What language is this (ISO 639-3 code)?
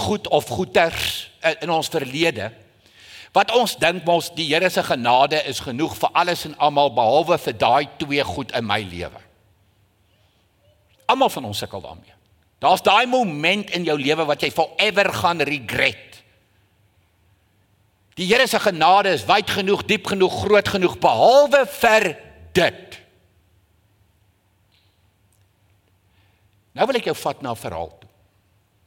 afr